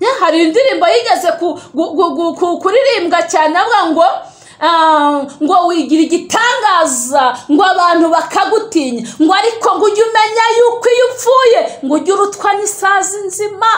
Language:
Kinyarwanda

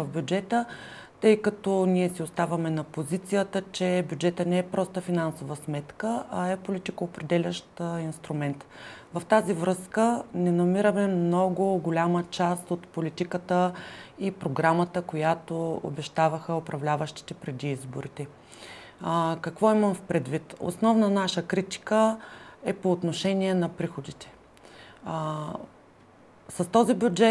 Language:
Bulgarian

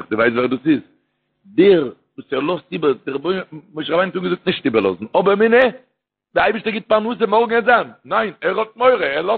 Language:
Yiddish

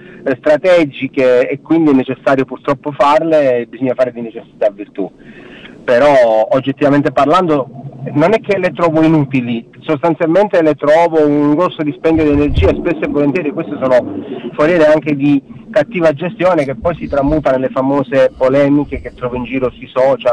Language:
Italian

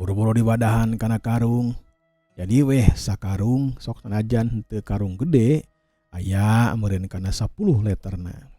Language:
Sundanese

